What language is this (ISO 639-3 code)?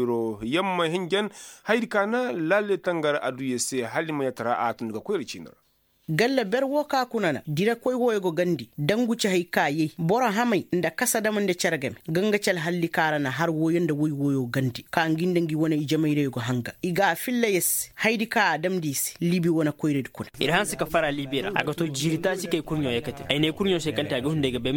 ses